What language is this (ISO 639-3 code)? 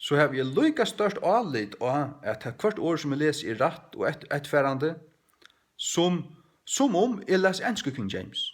fao